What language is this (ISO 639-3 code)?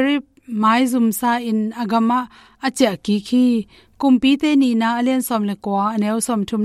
ctd